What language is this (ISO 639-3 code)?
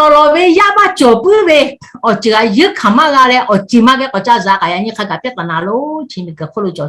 lhu